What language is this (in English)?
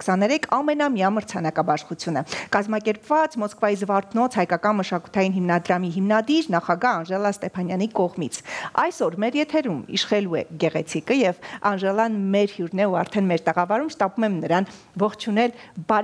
Armenian